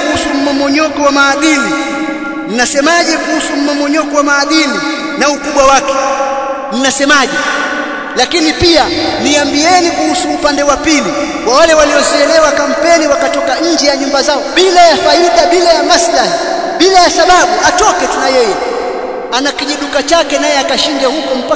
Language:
Swahili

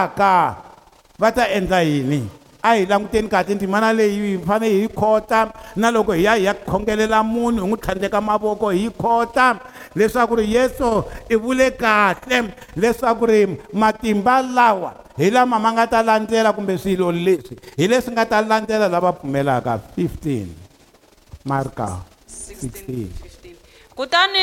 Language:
Tsonga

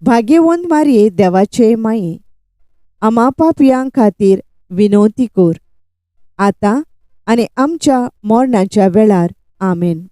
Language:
Konkani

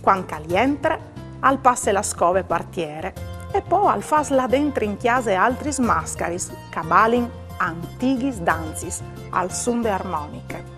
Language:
Friulian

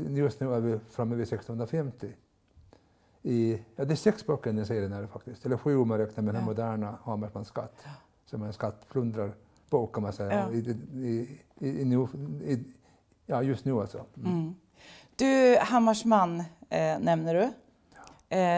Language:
Swedish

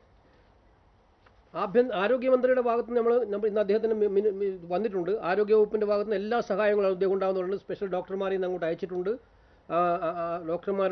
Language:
Malayalam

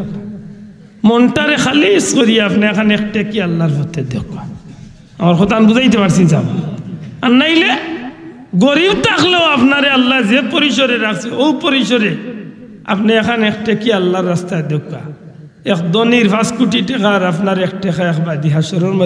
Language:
Sylheti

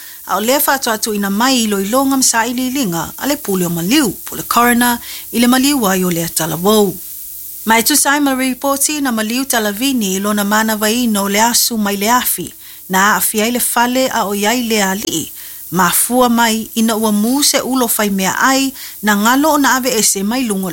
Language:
Samoan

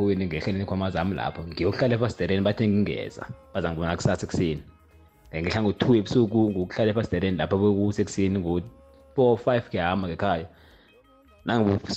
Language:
South Ndebele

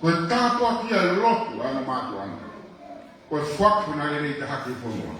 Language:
Tongan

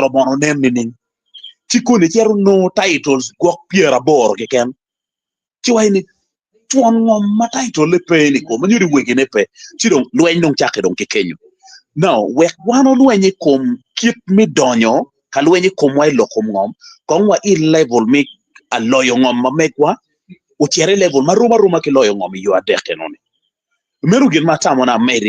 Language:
Acoli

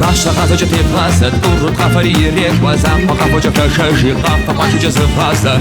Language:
Kabardian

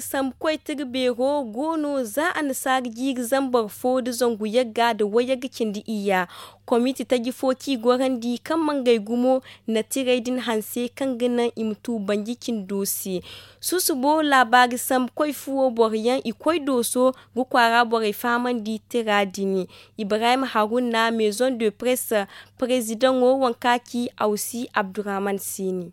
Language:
Zarma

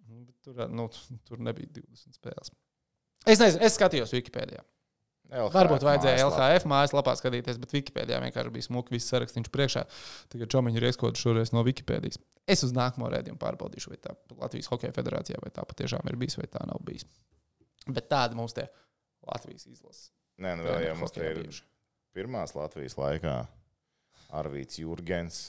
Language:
Latvian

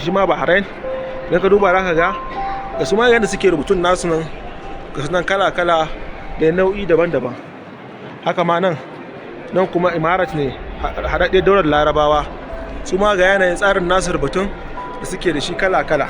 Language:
Hausa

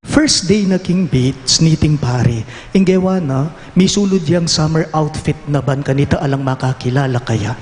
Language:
Pampanga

